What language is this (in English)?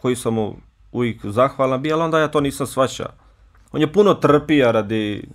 Bosnian